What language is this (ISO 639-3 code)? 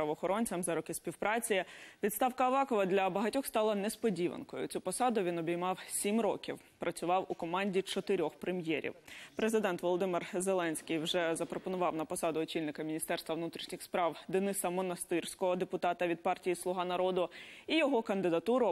ukr